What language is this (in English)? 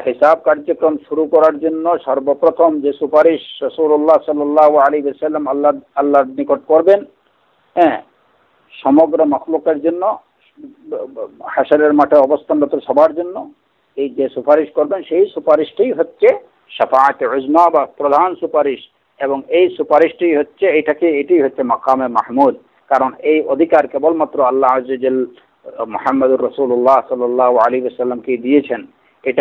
Bangla